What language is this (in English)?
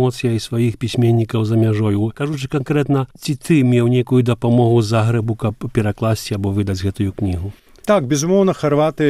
Belarusian